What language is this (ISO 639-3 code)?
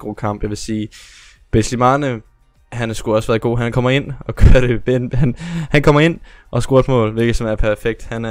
dan